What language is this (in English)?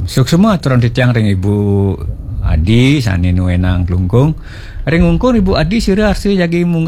Balinese